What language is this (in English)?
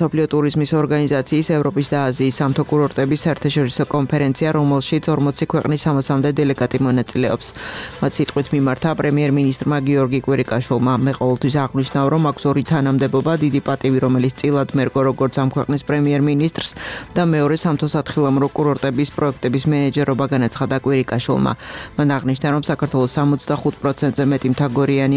Georgian